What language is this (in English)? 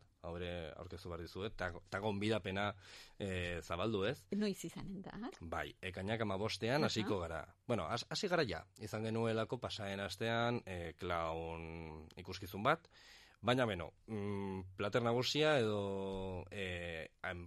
Basque